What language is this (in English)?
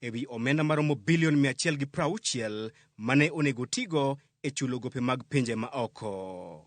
Luo (Kenya and Tanzania)